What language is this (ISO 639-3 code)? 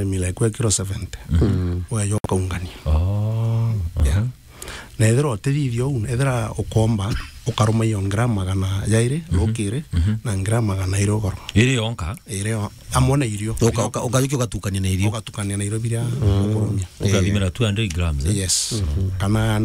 mer